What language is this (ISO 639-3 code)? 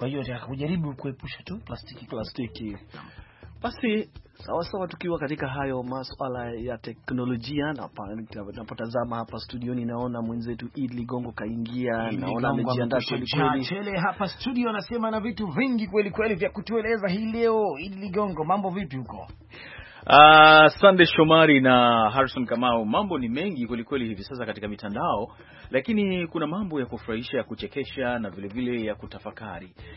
swa